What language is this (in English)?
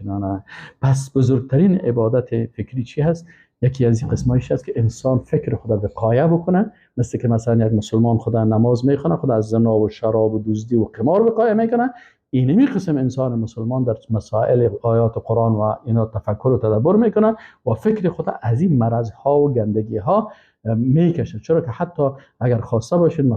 Persian